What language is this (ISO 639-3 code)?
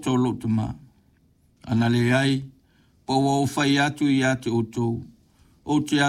smo